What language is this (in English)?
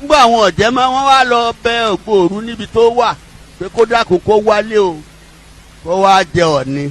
Yoruba